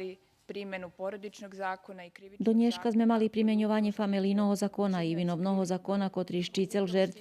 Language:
Rusyn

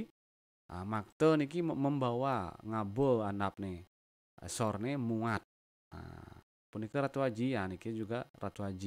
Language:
Balinese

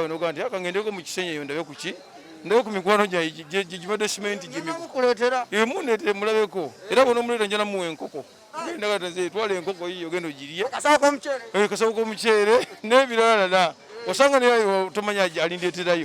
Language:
Ganda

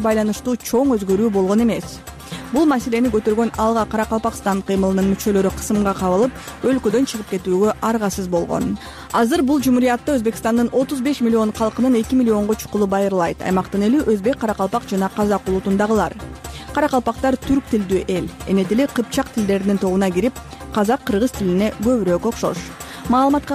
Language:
Kyrgyz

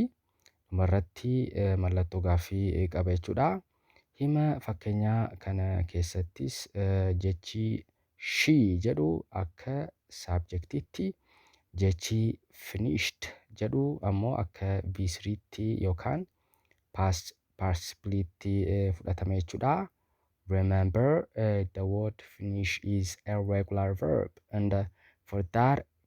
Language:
Oromo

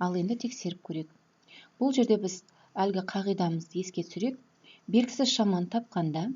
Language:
Kazakh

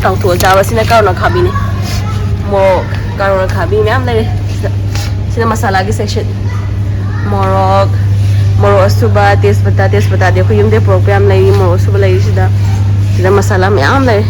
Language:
Manipuri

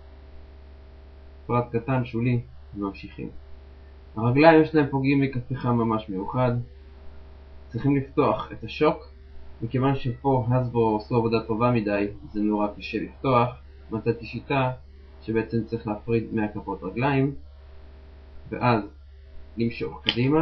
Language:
Hebrew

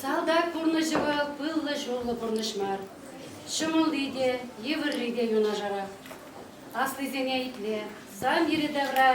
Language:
Chuvash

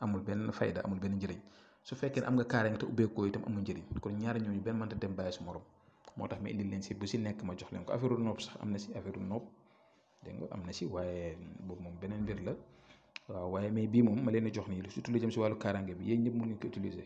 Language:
Wolof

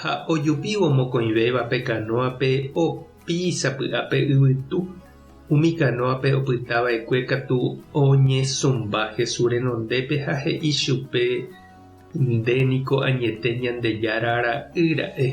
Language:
Guarani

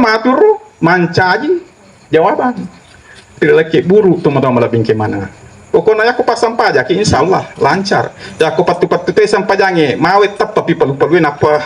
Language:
Buginese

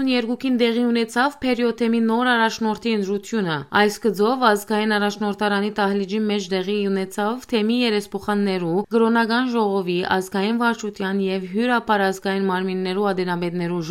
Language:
Western Armenian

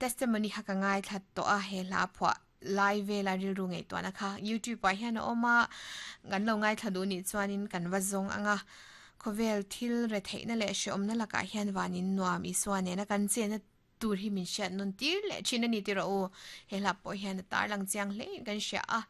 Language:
Mizo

